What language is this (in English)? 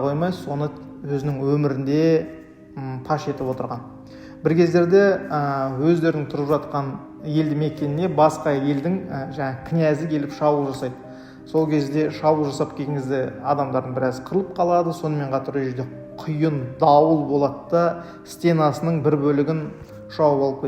Kazakh